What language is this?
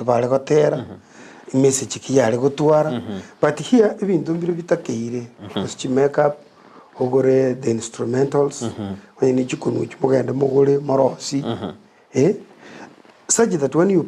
Gusii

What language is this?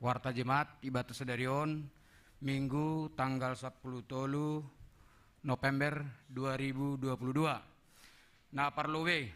Batak Simalungun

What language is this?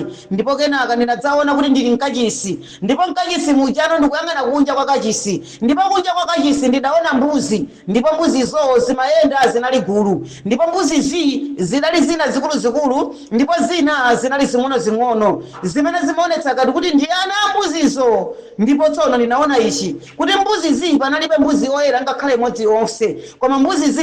Nyanja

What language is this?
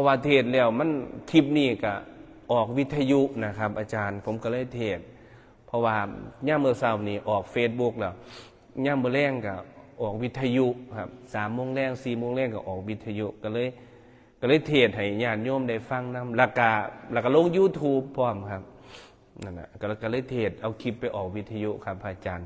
Northeastern Thai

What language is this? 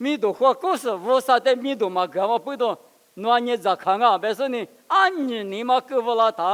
Lisu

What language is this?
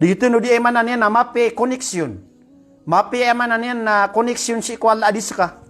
Maranao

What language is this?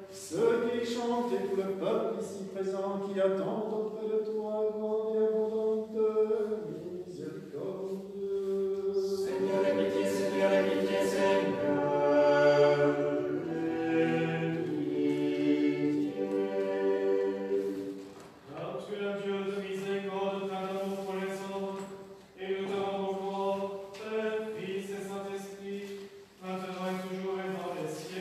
French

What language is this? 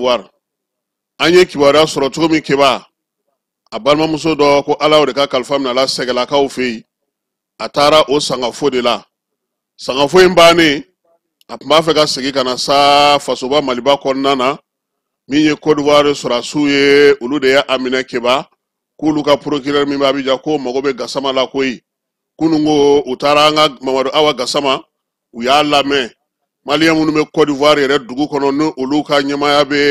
Bambara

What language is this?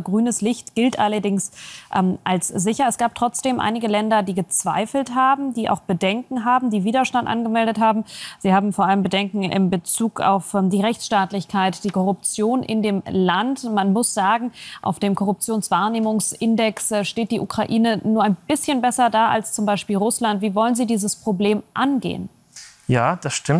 German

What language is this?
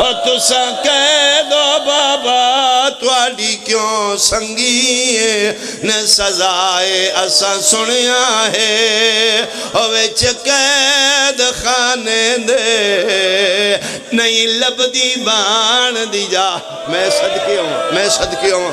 Pahari-Potwari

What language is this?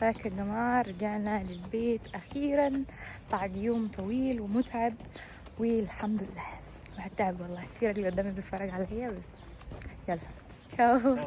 Egyptian Arabic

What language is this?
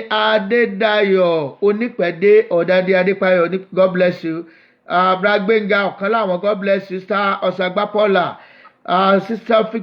Yoruba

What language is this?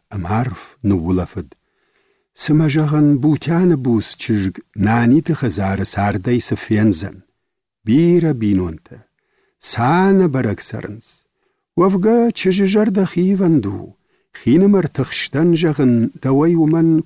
Ossetic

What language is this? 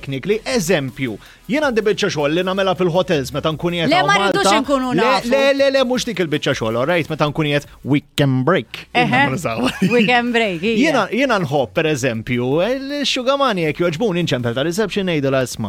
Maltese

